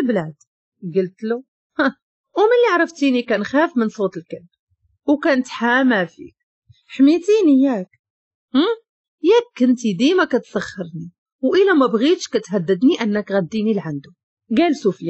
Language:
Moroccan Arabic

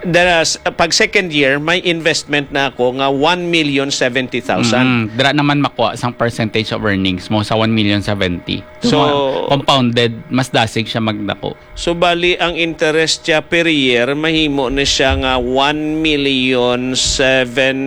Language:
Hiligaynon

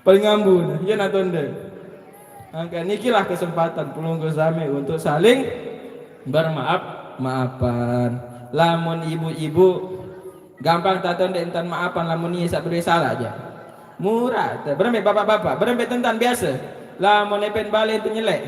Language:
Sasak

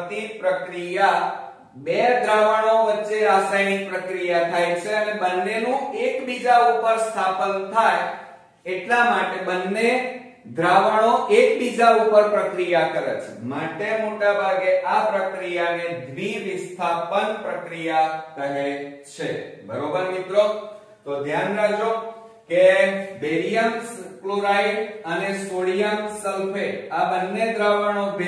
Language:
Gujarati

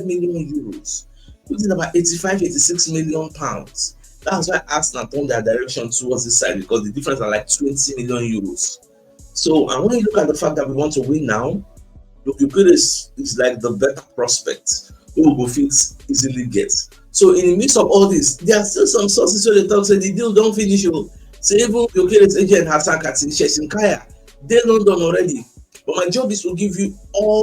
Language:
Nigerian Pidgin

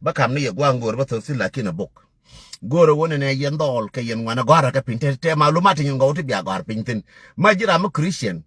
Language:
Nuer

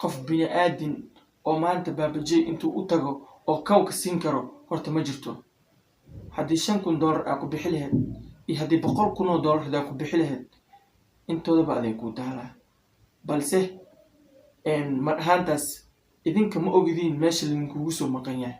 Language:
Somali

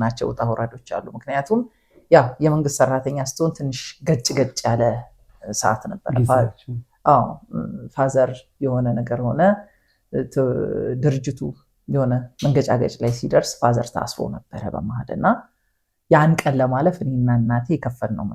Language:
Amharic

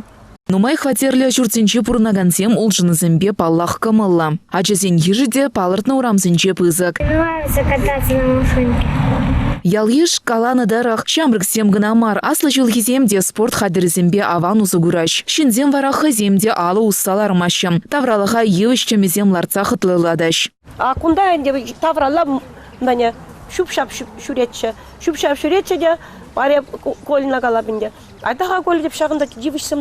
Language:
Chuvash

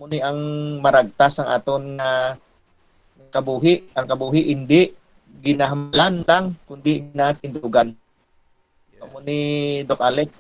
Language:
Hiligaynon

